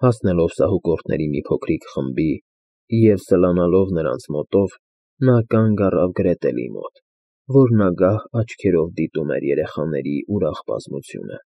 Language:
Armenian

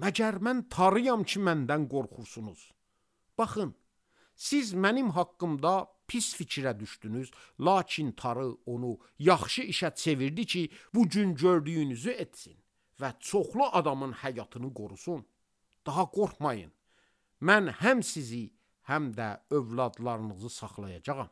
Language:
Azerbaijani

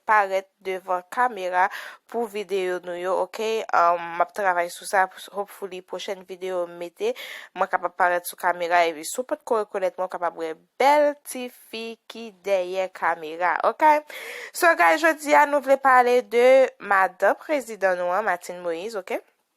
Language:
Haitian Creole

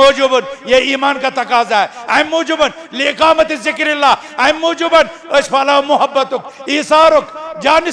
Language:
Kashmiri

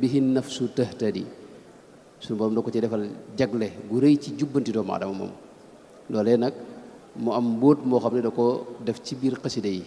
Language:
Wolof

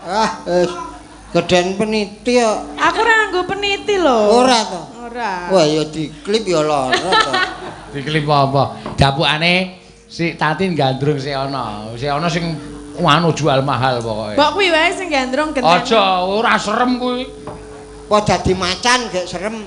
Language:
Javanese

